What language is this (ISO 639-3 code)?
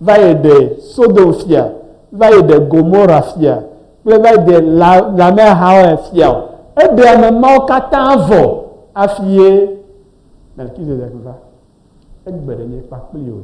ewe